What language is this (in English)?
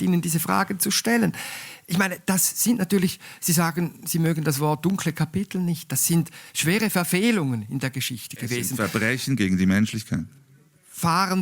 Swiss German